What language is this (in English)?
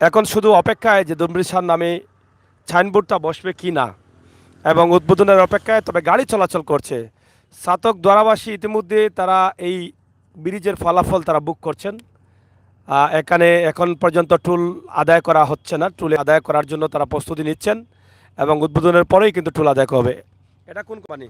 Sylheti